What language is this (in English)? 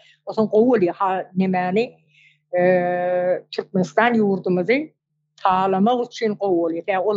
Turkmen